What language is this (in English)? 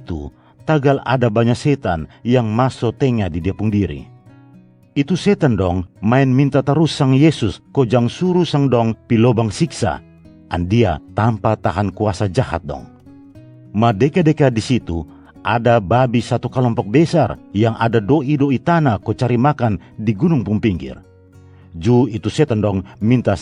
Kupang Malay